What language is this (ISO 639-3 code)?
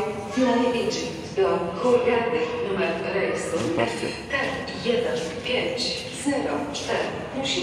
pol